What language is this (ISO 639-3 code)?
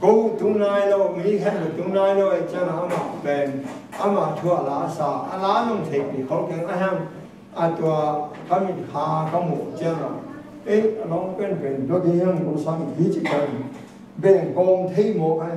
ctd